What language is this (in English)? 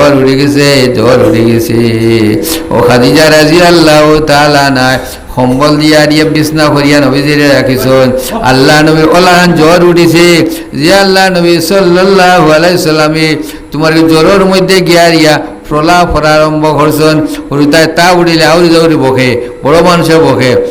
Sylheti